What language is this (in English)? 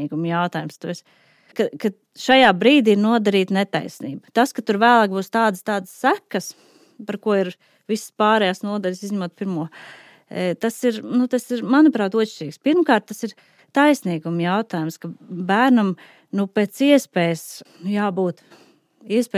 Latvian